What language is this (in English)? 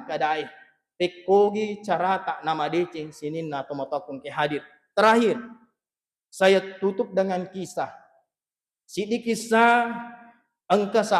Buginese